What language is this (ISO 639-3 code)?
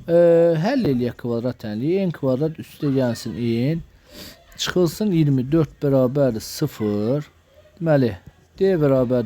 aze